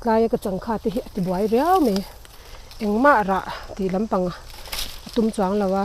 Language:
Mizo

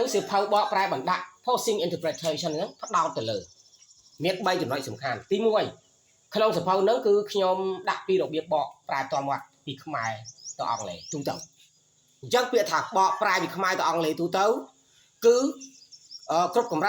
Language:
Khmer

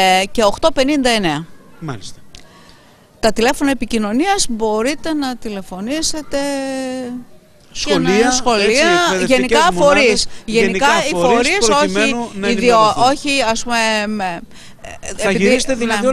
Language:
Greek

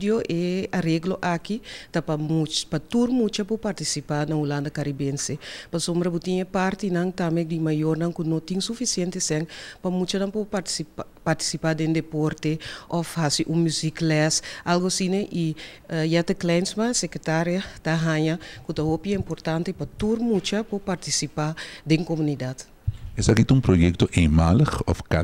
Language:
Papiamento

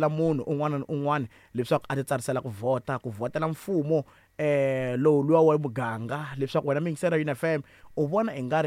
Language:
Tsonga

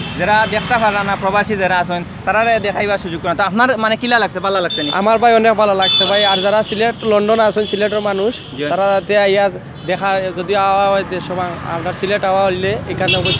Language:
Sylheti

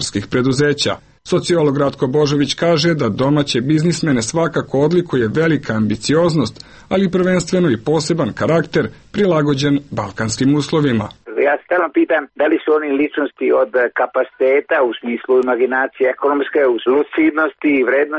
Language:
Serbian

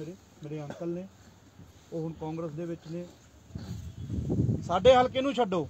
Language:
Punjabi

